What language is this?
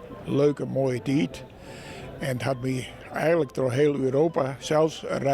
Western Frisian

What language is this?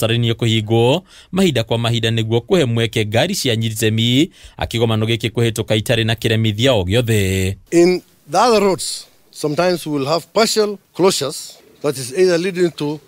Kikuyu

